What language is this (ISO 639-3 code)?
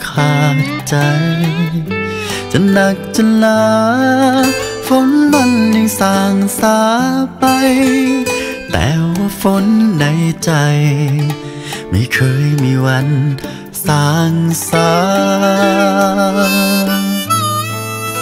tha